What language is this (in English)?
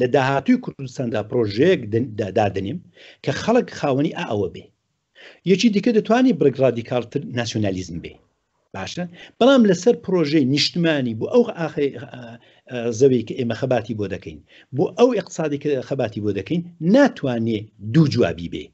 Central Kurdish